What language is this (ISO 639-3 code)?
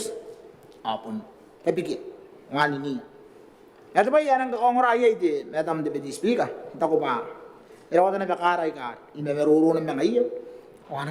gil